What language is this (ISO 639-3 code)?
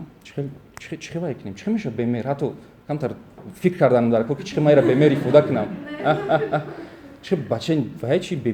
tgk